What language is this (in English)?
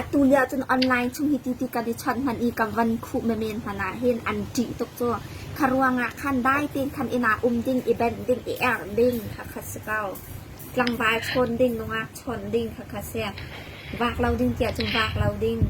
Hakha Chin